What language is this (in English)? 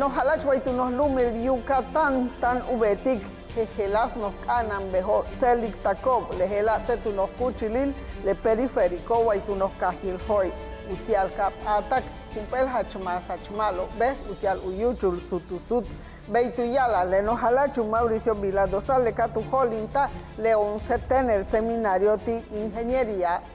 Yucateco